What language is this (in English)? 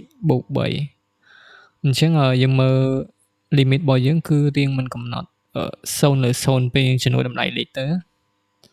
Khmer